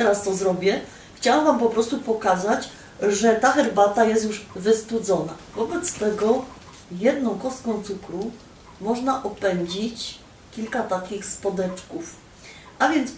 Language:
Silesian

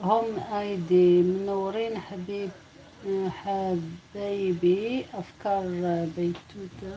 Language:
Algerian Arabic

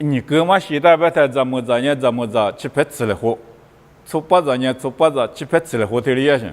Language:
Lisu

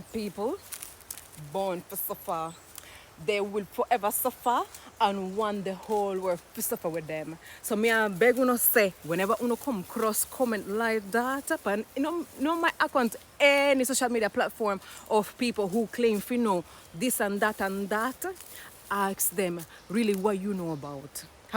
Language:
Jamaican Creole English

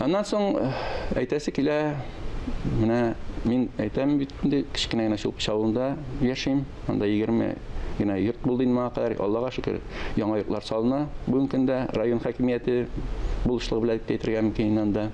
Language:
Tatar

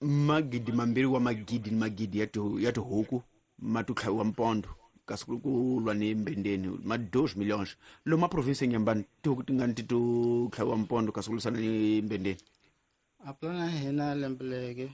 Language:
Tsonga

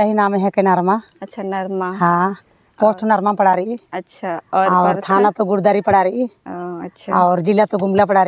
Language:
Kurukh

